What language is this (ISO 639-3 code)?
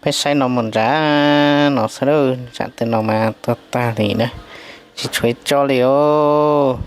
hmn